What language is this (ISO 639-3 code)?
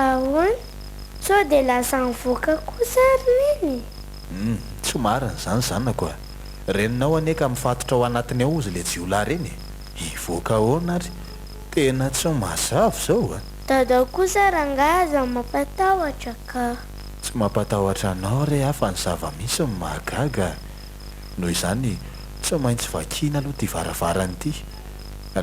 mlg